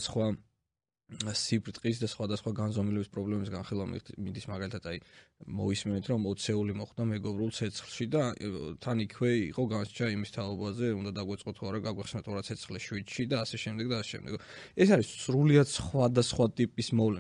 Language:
Georgian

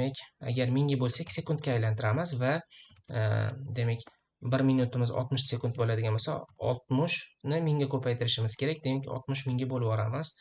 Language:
Uzbek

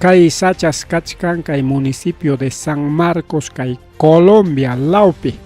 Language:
Ayacucho Quechua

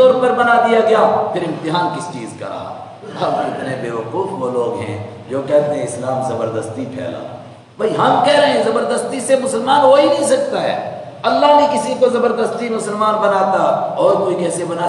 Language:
Urdu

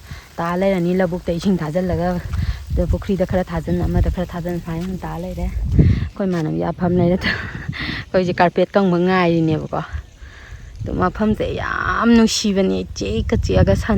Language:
Manipuri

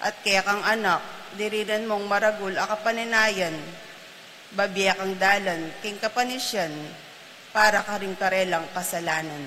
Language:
Pampanga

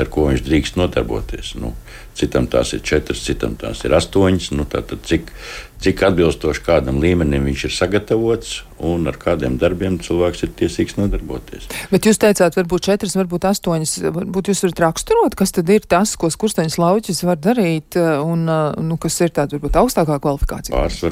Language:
Latvian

